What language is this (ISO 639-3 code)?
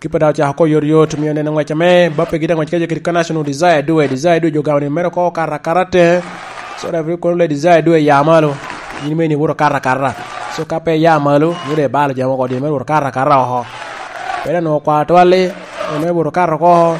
laj